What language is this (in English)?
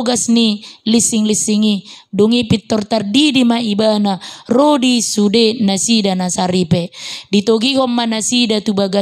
Batak Toba